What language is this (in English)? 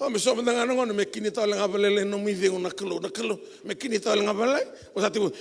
Fijian